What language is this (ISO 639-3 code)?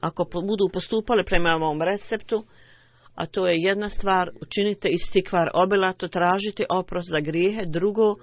bos